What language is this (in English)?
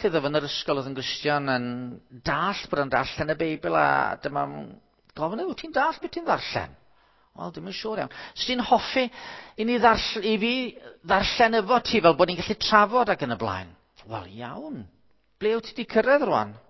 Welsh